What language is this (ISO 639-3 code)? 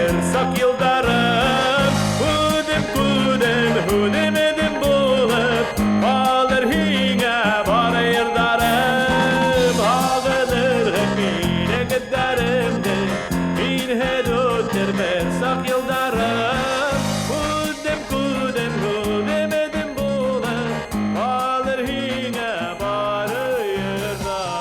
bak